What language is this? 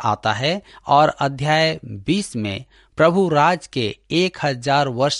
Hindi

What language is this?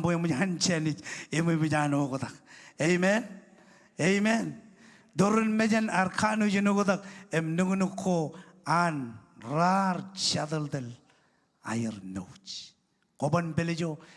Marshallese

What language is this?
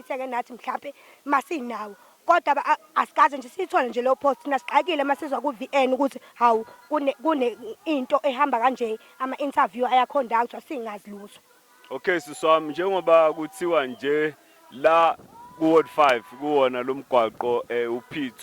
Zulu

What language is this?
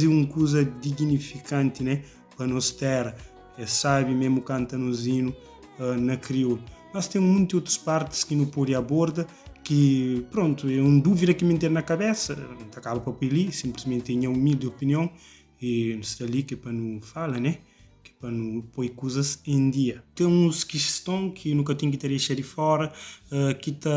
Kabuverdianu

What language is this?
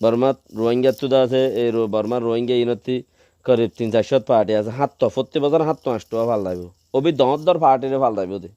Rohingya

